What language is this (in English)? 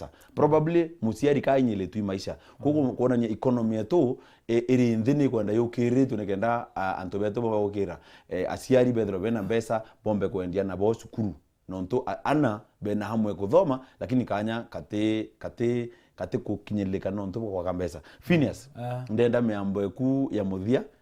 Meru